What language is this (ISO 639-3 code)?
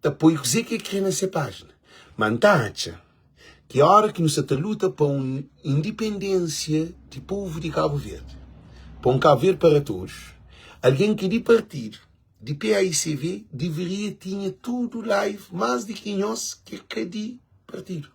kea